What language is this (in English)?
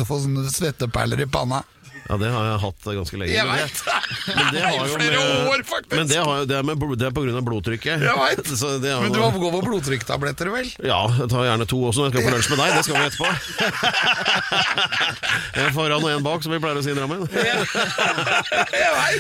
Norwegian